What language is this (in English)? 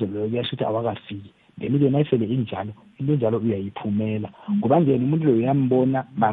South Ndebele